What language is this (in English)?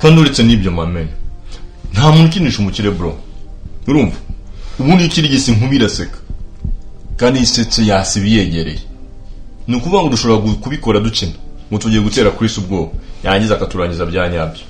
Kinyarwanda